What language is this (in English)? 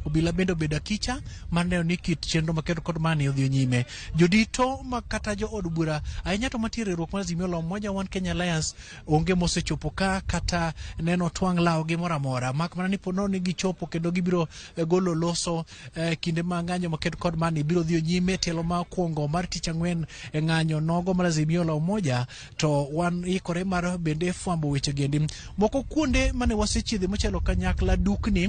Luo (Kenya and Tanzania)